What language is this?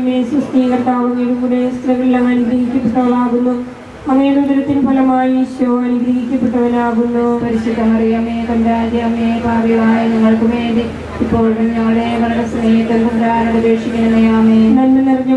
Malayalam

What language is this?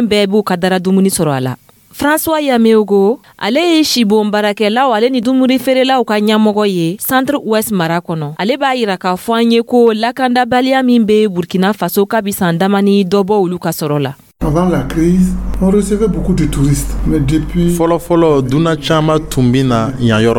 Dyula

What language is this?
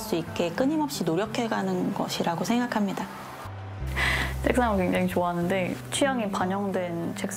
Korean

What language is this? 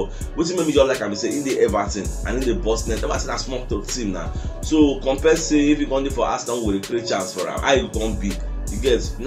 Nigerian Pidgin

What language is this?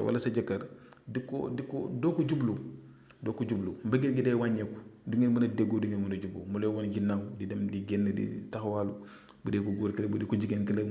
Wolof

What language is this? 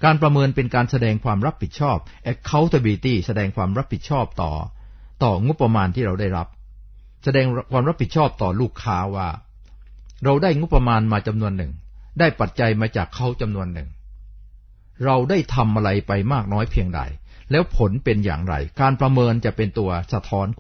Thai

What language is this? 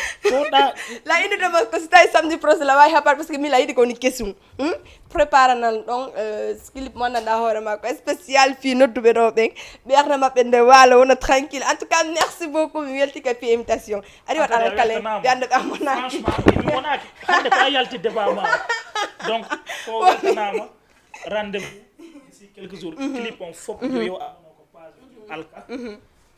Fula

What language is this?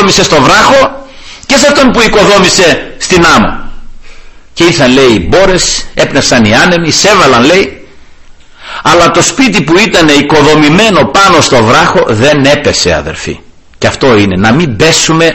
Greek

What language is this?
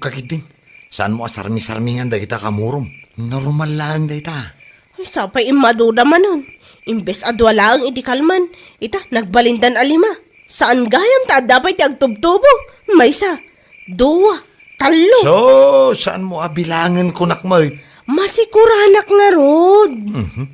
Iloko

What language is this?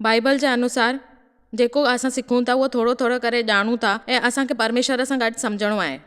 Sindhi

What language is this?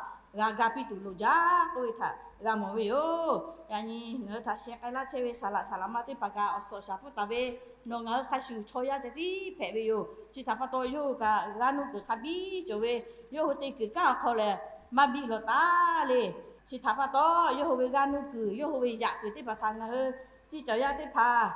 Lahu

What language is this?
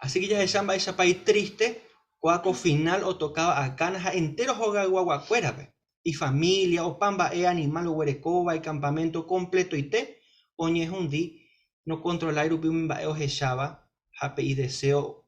Guarani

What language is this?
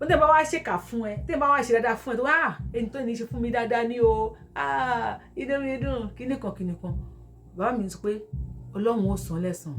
Yoruba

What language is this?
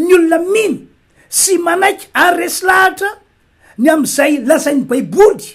Malagasy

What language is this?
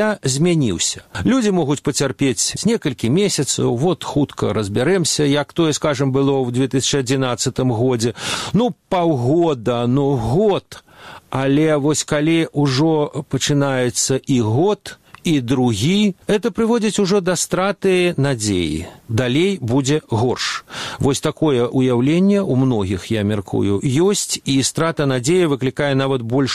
Belarusian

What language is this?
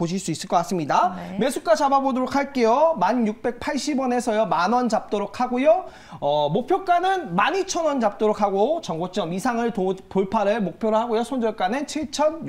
Korean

